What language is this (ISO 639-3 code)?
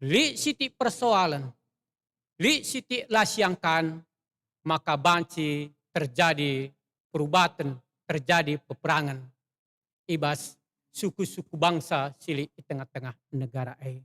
btx